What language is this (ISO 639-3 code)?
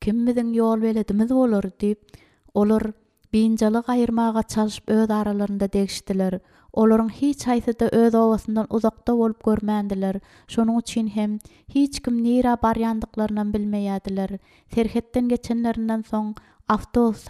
tuk